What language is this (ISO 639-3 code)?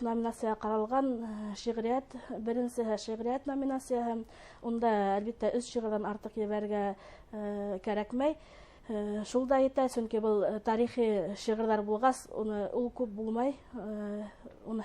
bak